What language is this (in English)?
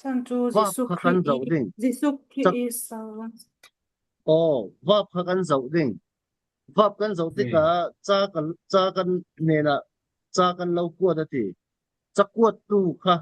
Falam Chin